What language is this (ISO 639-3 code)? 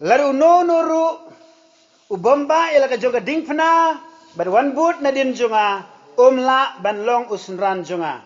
kha